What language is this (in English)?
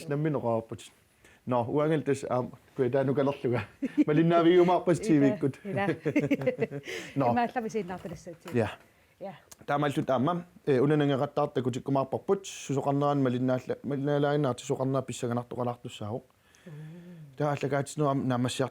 Kalaallisut